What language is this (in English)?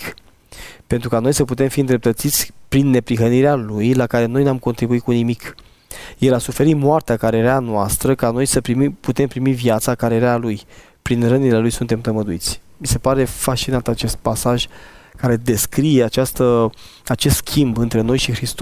Romanian